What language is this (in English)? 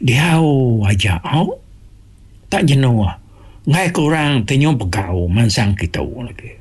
Iban